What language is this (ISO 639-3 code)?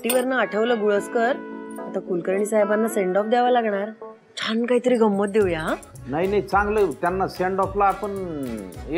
mar